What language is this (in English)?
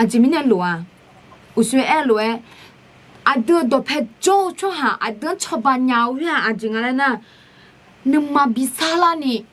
Akha